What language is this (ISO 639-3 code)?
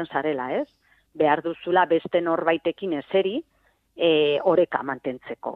eus